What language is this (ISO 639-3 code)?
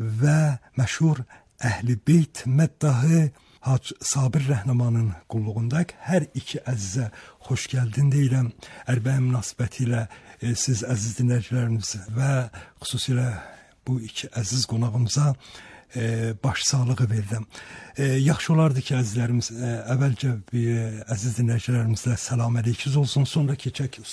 aze